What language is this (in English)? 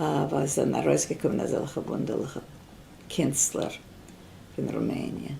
Yiddish